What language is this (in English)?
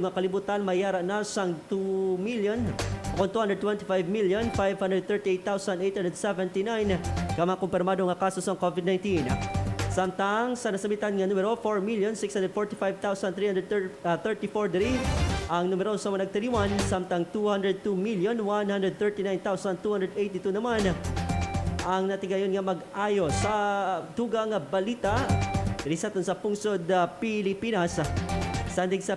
Hiligaynon